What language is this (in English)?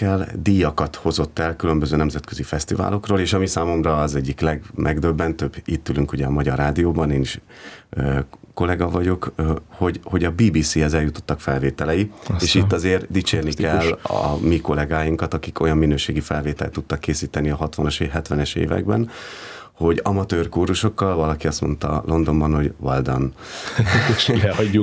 Hungarian